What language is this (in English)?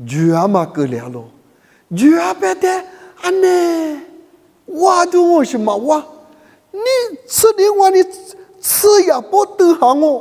Lisu